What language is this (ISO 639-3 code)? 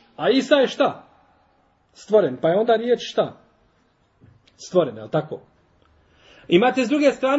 bos